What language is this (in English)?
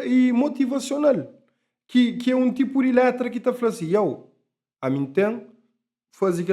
Kabuverdianu